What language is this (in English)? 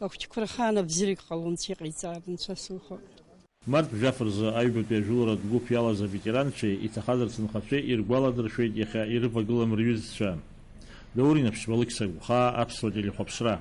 Abkhazian